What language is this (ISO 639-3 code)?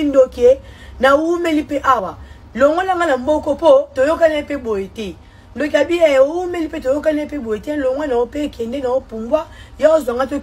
lin